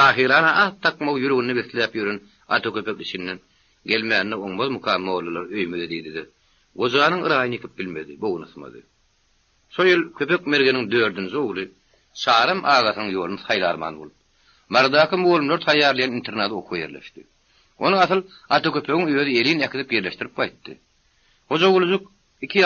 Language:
Turkmen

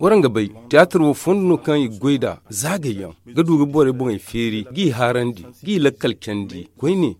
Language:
Zarma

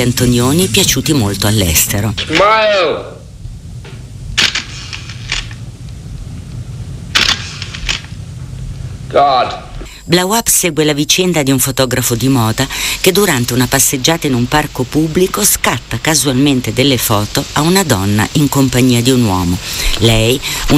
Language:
Italian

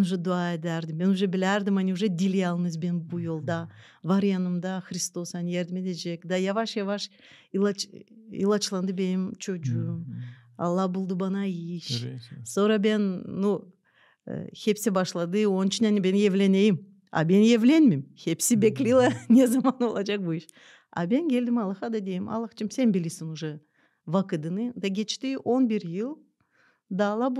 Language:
Gagauz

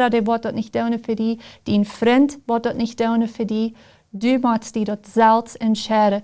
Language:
Plautdietsch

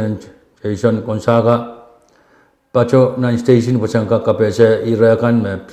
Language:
Pohnpeian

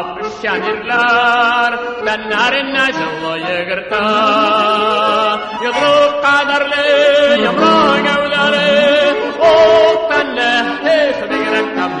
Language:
Tatar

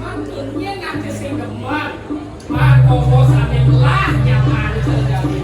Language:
Balinese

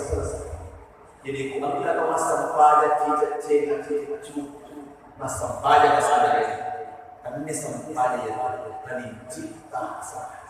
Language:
Buginese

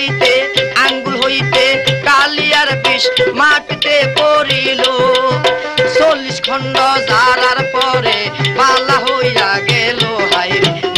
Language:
Bangla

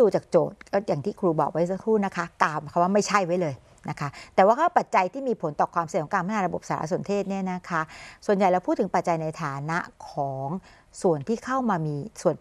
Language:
Thai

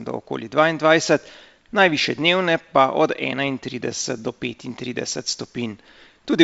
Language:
Slovenian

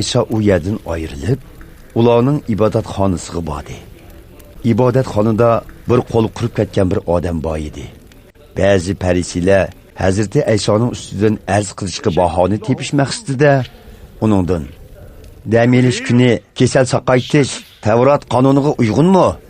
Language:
Uyghur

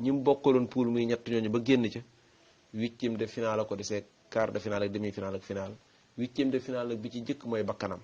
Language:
Wolof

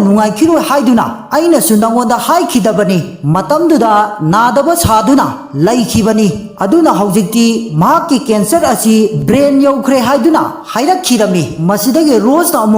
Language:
Manipuri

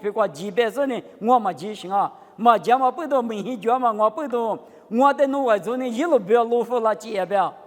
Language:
Lisu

